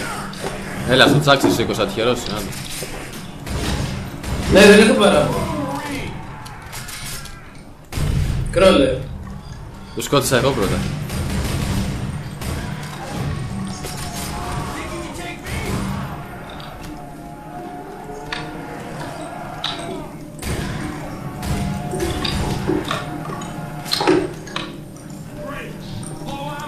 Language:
Greek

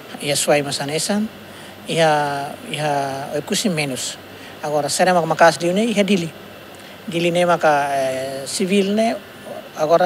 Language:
Tetum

